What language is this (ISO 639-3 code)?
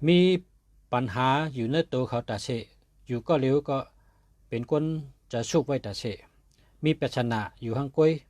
shn